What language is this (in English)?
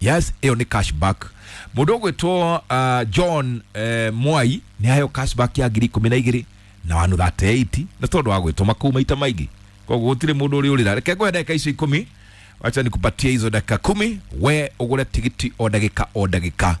Kikuyu